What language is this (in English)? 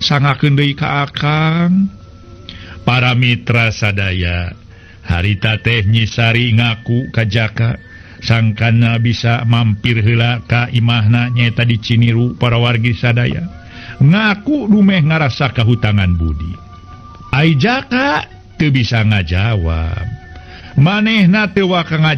Sundanese